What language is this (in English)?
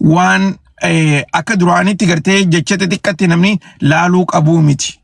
Oromo